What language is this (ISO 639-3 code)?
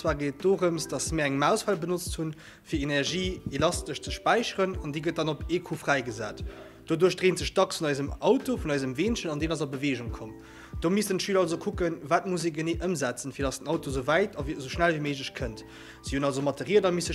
ltz